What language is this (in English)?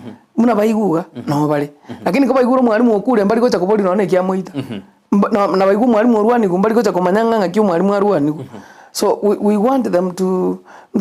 Gusii